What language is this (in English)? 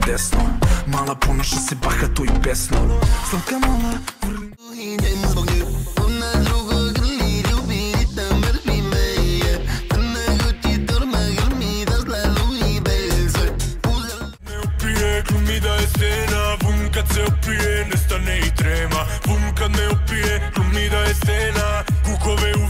Serbian